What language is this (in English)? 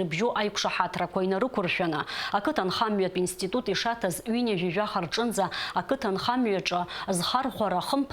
Abkhazian